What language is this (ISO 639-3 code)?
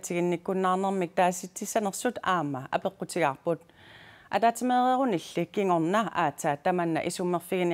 kal